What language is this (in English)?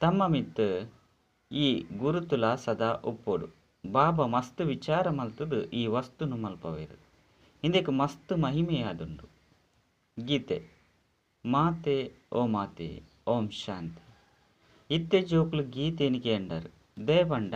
Tulu